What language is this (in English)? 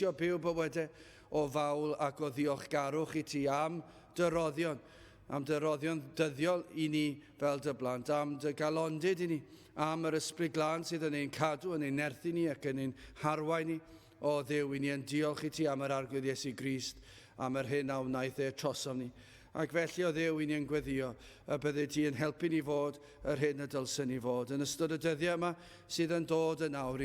Welsh